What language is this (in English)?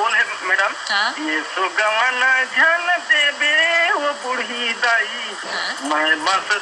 Chhattisgarhi